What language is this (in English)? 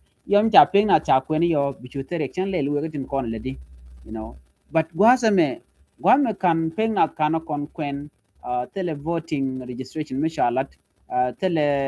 Nuer